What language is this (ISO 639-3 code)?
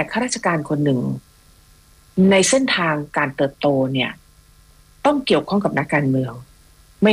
tha